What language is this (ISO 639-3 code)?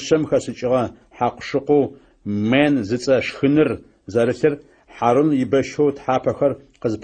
ady